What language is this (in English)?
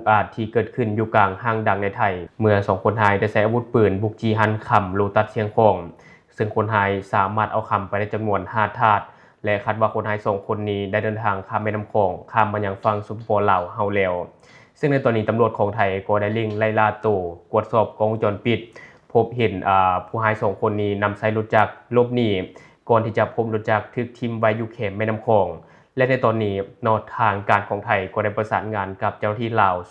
Lao